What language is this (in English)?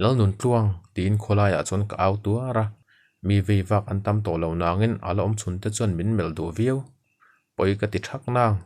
Mizo